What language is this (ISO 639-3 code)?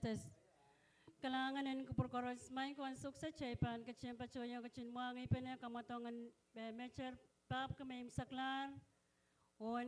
pon